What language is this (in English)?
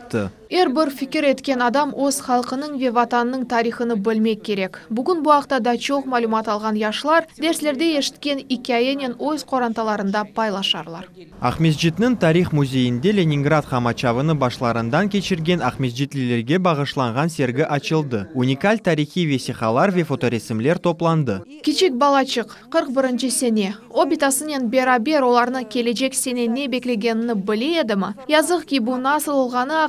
Crimean Tatar